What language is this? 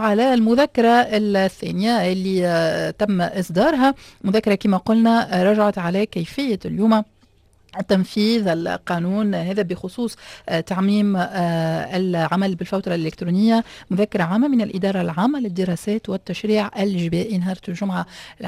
Tunisian Arabic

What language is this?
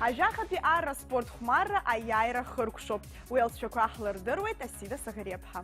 Abkhazian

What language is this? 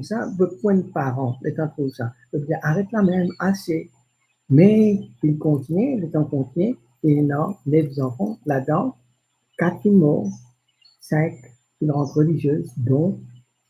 Morisyen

